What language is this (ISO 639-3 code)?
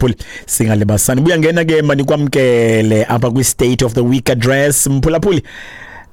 xho